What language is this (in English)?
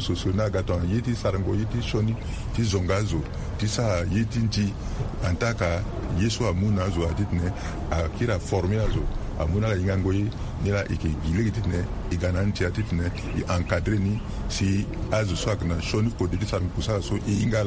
Sango